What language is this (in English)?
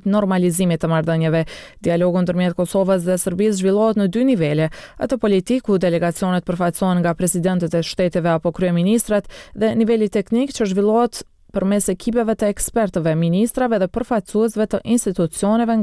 Albanian